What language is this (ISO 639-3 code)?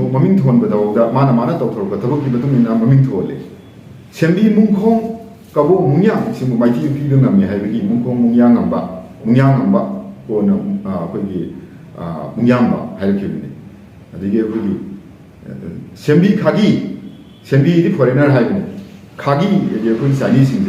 mni